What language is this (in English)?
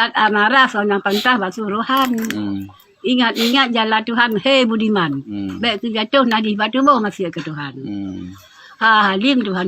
Achinese